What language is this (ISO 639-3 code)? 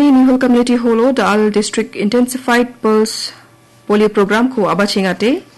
grt